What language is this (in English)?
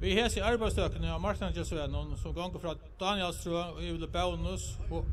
Faroese